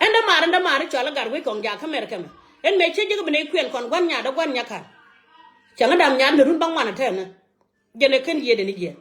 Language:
Nuer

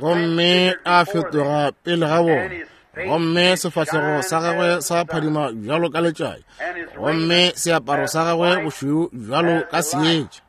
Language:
Northern Sotho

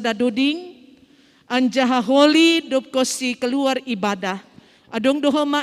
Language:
Batak Simalungun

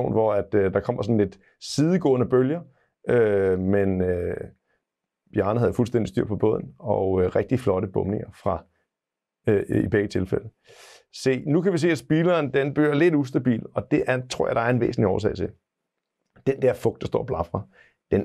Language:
Danish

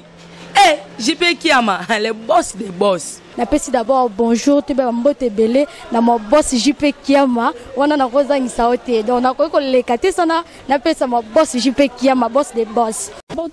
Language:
Lingala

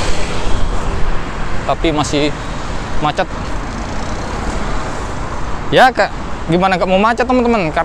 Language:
Indonesian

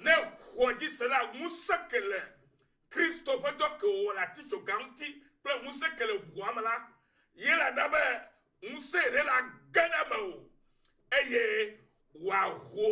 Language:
Ewe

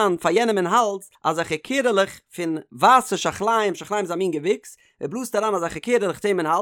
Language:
Yiddish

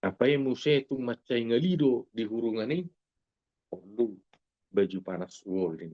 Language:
Batak Toba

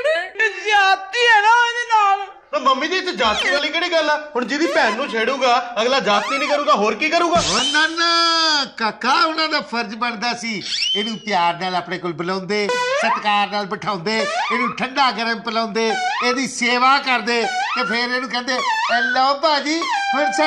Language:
Punjabi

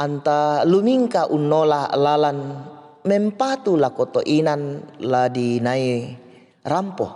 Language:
Toraja-Sa'dan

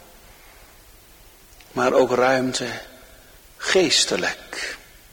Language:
Dutch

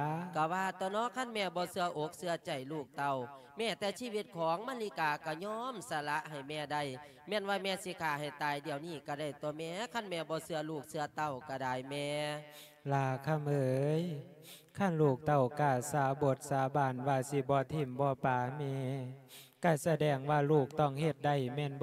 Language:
Lao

